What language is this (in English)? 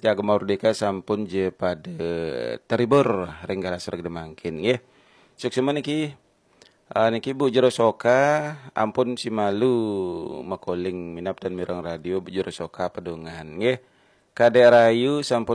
Balinese